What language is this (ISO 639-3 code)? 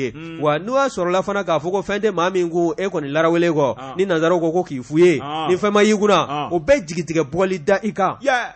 bam